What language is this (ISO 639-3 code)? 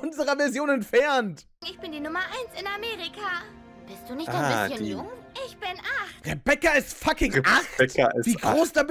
deu